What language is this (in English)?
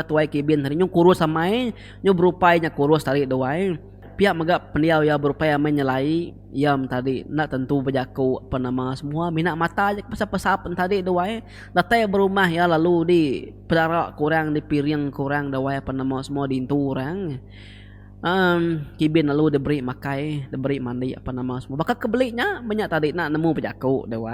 Iban